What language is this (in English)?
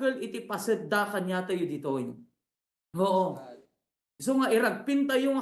Iloko